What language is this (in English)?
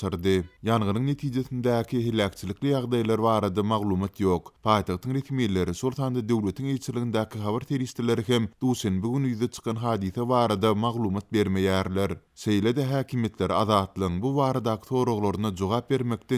Turkmen